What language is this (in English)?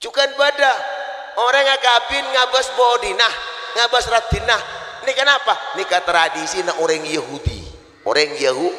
Madurese